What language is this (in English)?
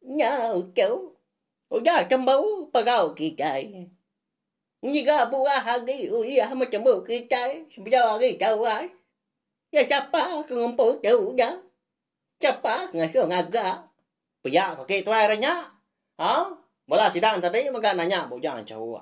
Iban